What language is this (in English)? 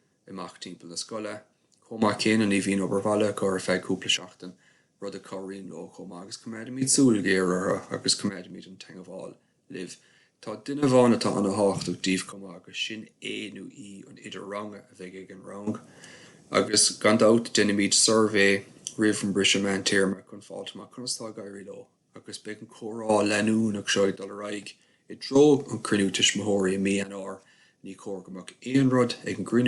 Irish